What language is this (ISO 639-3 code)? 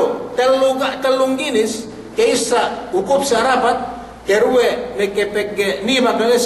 yka